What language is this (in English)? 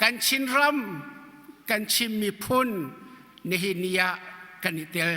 Hakha Chin